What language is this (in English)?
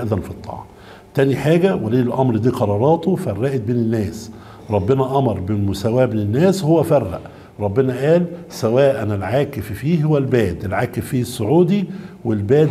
Egyptian Arabic